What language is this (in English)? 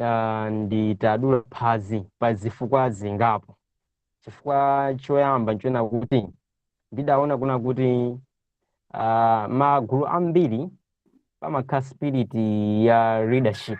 Nyanja